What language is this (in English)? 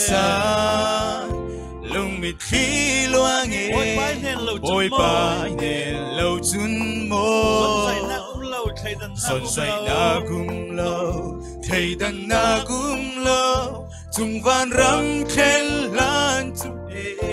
Falam Chin